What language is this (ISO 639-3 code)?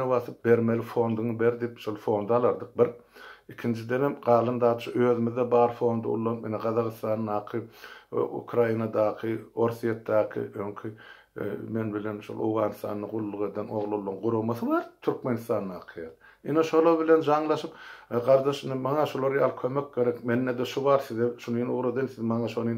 tuk